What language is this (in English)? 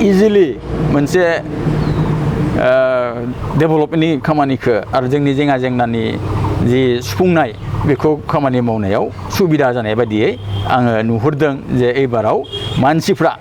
Bodo